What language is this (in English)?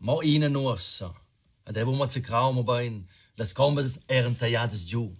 Romansh